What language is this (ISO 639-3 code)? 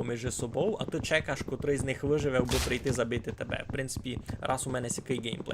rue